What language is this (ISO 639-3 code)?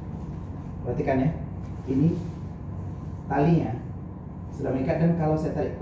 ind